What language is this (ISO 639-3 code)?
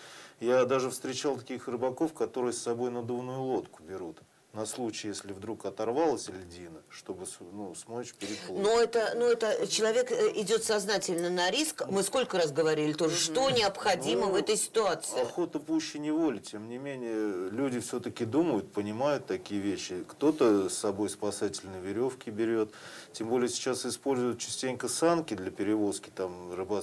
rus